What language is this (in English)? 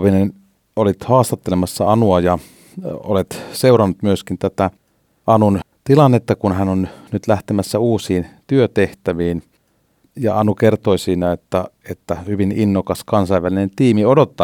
Finnish